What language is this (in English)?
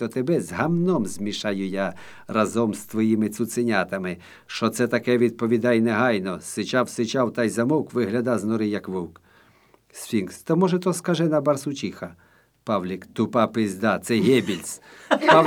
Ukrainian